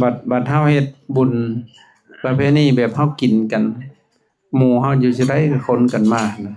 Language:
Lao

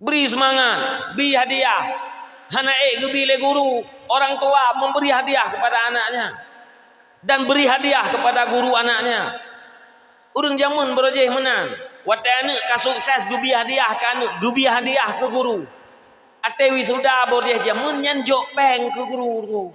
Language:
Achinese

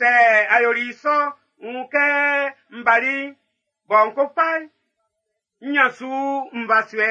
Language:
Baoulé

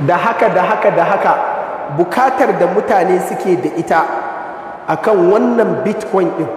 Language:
Hausa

